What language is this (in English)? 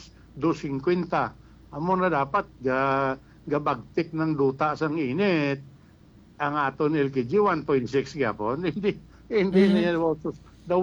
Hiligaynon